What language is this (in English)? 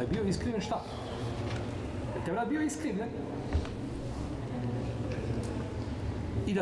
Bosnian